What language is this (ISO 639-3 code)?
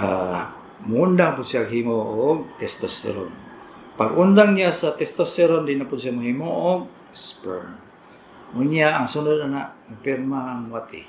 ceb